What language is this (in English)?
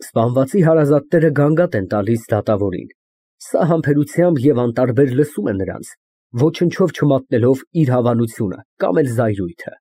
Armenian